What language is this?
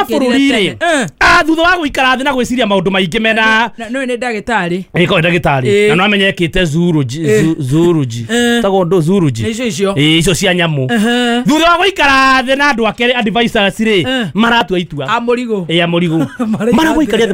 Kikuyu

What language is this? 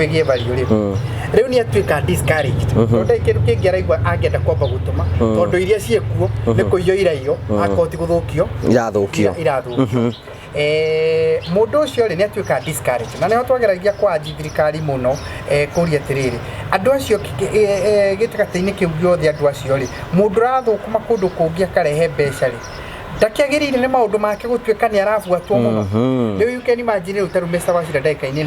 Kikuyu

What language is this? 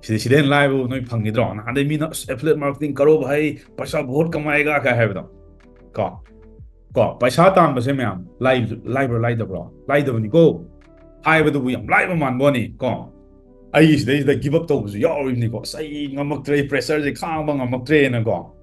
Manipuri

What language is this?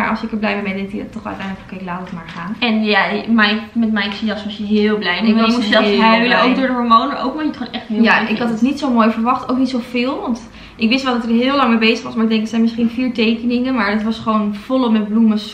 Dutch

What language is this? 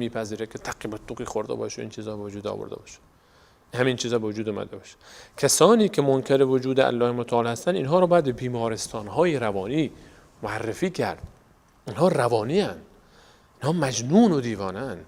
Persian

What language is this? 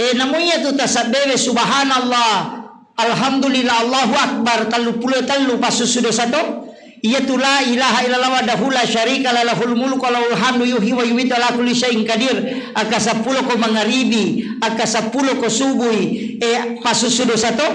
Buginese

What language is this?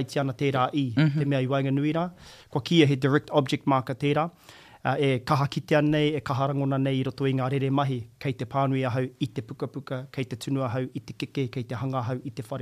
Māori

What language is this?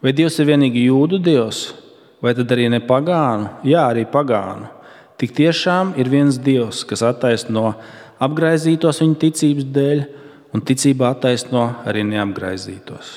Latvian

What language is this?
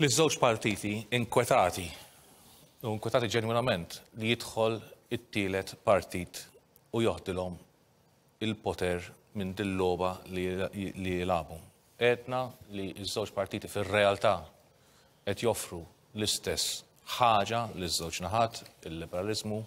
Maltese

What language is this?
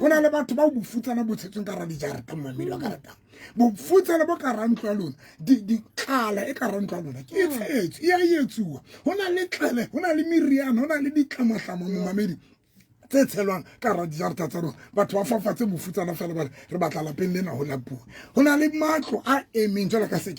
Southern Sotho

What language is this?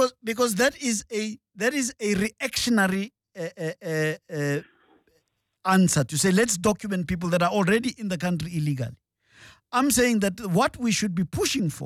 English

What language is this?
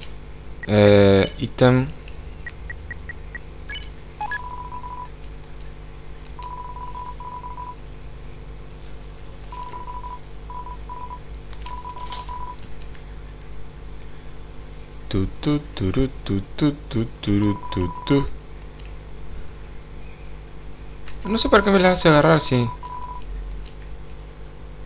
Spanish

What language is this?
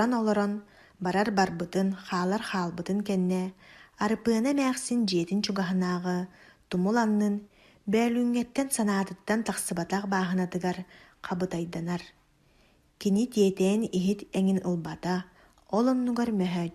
Yakut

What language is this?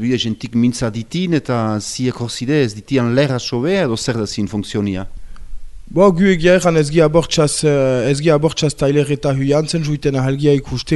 Basque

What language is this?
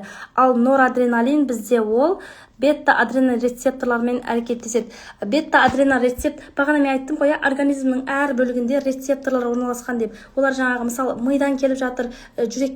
Kazakh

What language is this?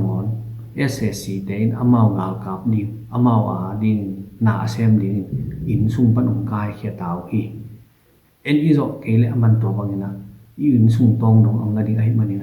Tedim Chin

